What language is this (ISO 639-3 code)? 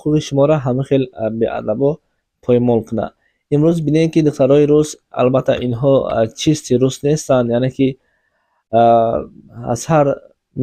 tgk